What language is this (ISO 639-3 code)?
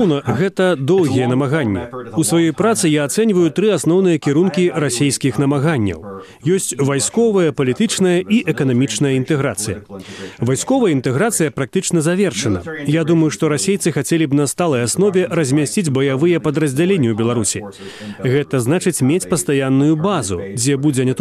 bel